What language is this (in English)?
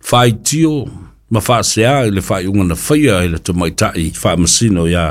Samoan